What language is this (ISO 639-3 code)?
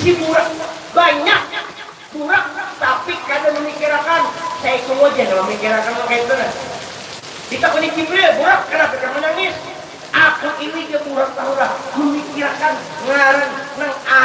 bjn